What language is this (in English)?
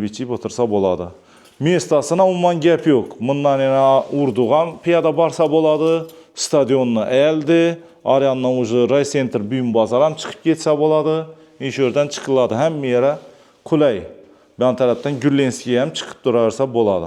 Uzbek